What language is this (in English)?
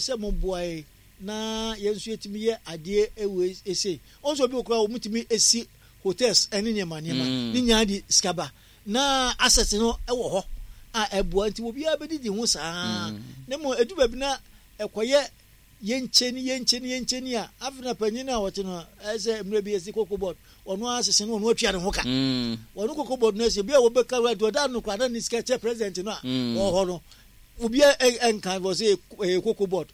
Akan